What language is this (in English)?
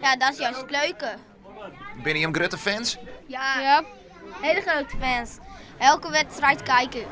Western Frisian